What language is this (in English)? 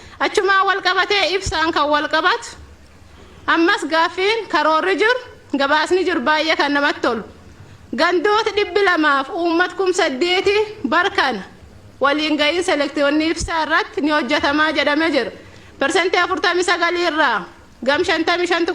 Oromo